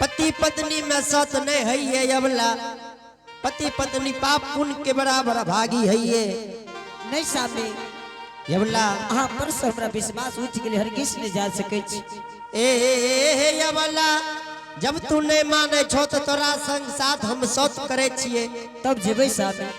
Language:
Angika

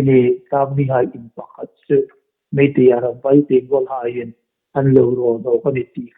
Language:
Hmar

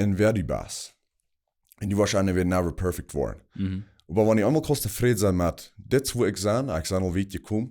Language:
Plautdietsch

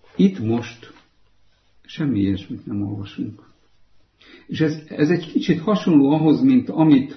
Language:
Hungarian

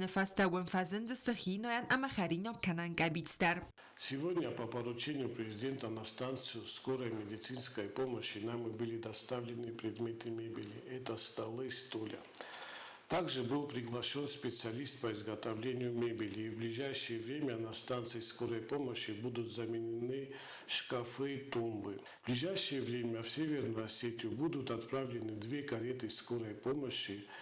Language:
Ossetic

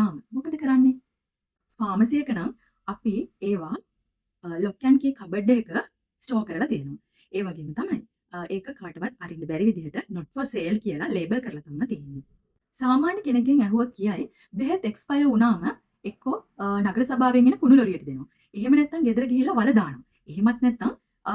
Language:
Sinhala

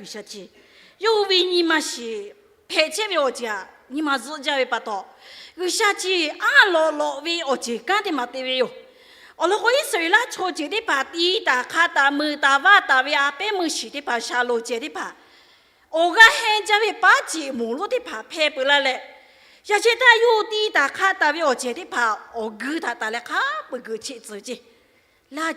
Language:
Lahu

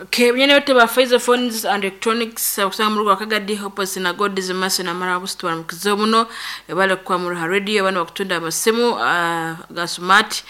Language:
Nyankole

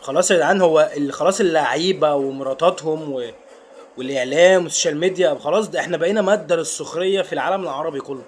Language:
Egyptian Arabic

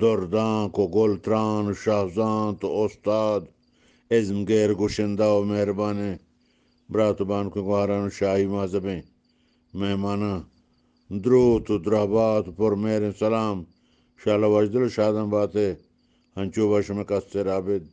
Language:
Eastern Balochi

